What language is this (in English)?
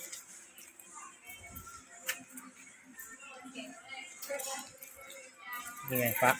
Lao